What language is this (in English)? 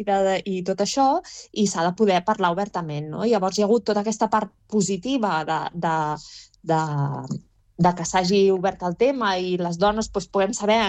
Catalan